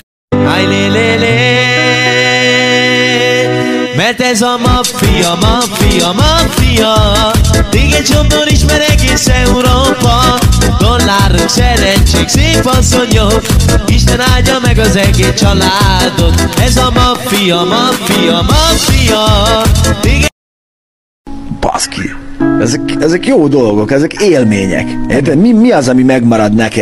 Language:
Hungarian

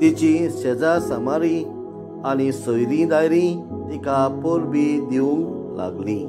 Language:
Konkani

